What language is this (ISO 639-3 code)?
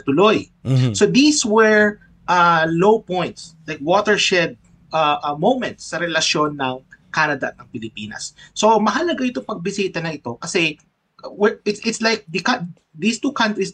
fil